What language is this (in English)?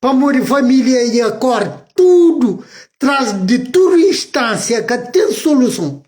Kabuverdianu